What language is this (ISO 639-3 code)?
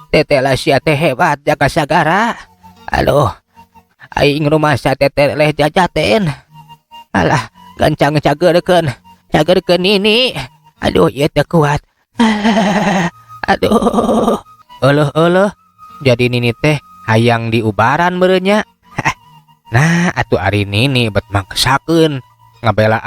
sun